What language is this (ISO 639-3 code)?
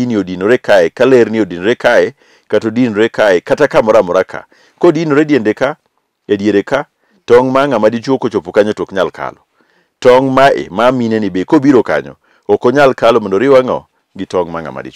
luo